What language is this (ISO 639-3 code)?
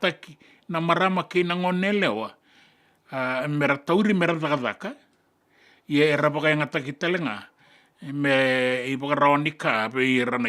fij